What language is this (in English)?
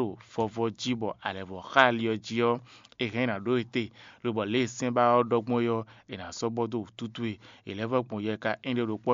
Fon